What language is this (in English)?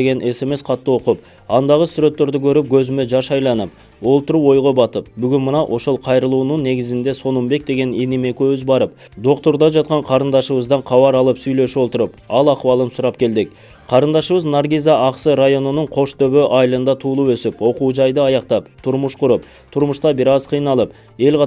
Kyrgyz